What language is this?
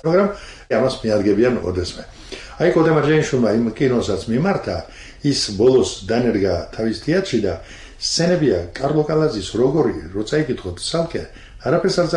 Georgian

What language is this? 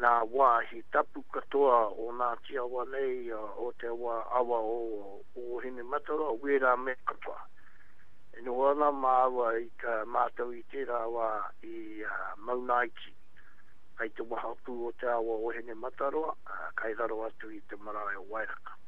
Māori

